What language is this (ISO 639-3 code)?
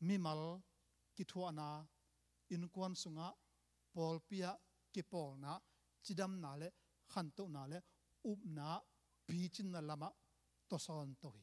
ctd